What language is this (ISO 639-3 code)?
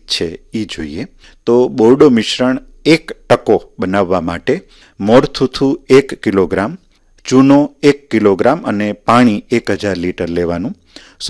guj